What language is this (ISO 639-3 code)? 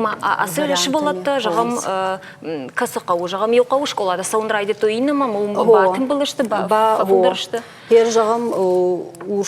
oss